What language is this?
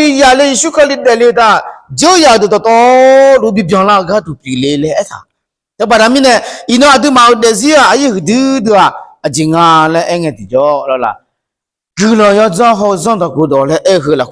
Akha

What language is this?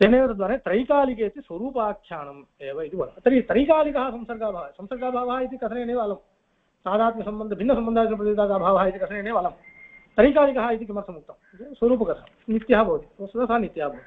Sanskrit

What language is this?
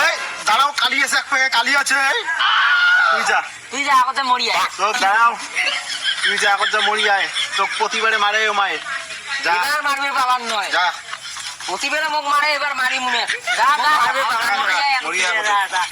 Rangpuri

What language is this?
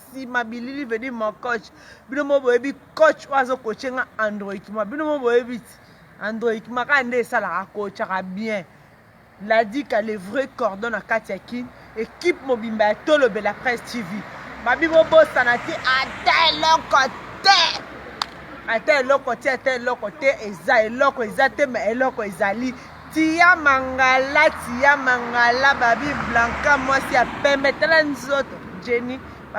Lingala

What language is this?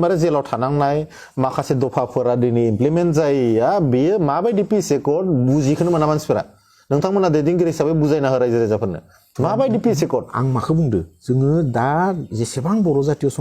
Bodo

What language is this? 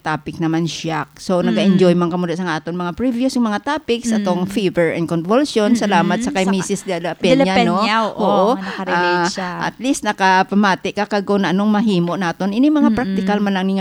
Hiligaynon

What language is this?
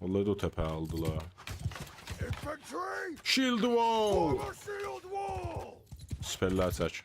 South Azerbaijani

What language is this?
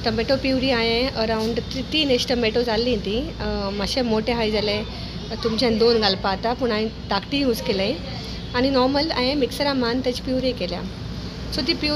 Konkani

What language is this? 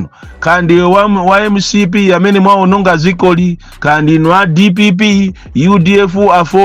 Nyanja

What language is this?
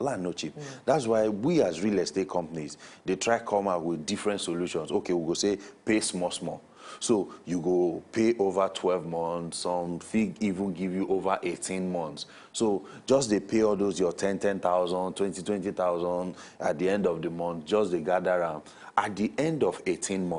Nigerian Pidgin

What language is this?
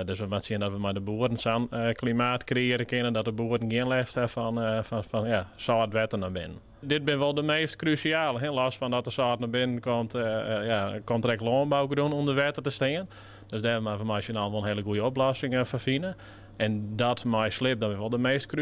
Western Frisian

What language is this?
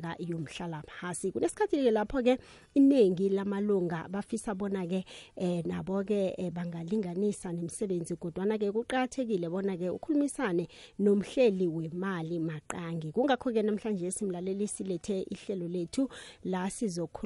South Ndebele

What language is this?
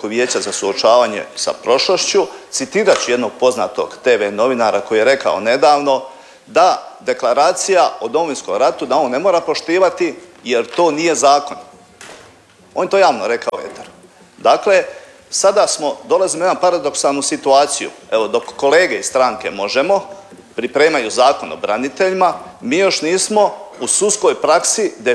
Croatian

